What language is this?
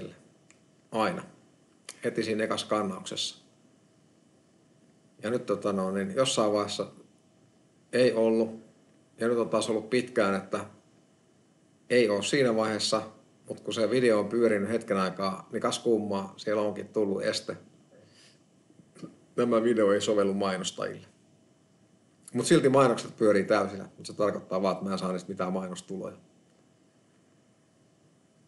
Finnish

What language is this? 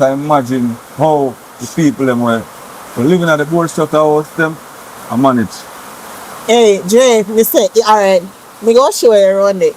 Jamaican Creole English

